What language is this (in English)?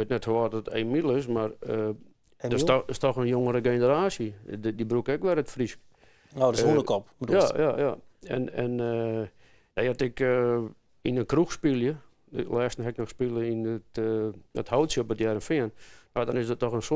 Western Frisian